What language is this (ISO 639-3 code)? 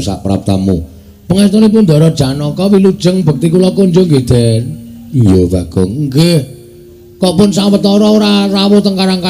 jav